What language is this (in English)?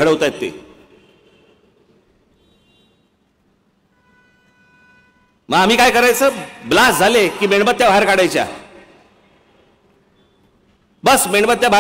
Marathi